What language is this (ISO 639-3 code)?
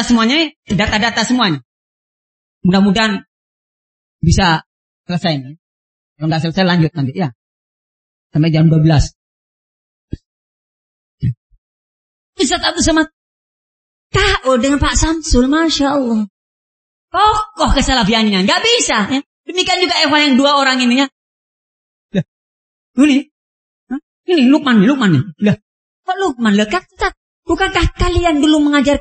ind